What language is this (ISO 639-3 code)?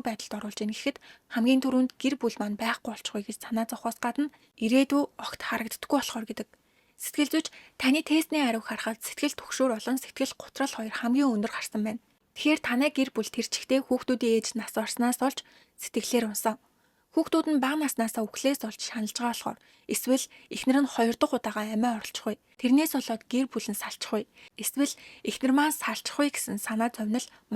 mon